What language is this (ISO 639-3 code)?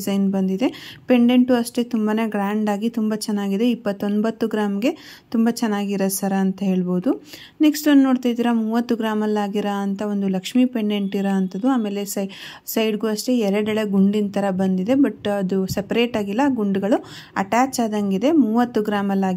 kan